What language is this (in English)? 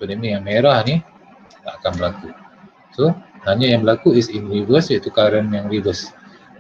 Malay